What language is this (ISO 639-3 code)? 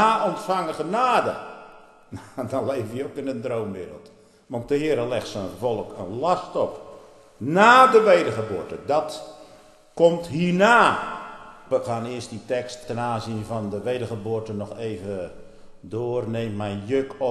nld